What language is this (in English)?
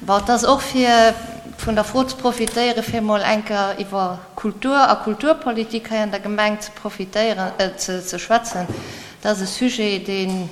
Luxembourgish